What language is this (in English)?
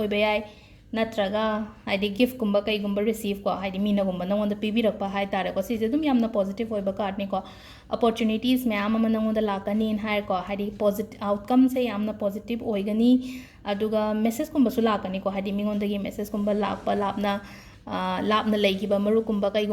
Manipuri